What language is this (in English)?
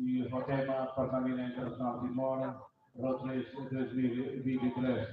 Tetum